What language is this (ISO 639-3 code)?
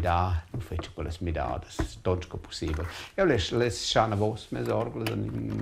roh